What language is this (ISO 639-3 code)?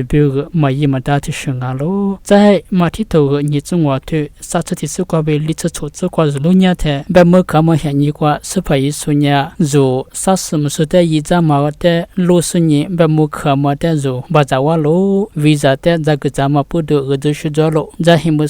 lis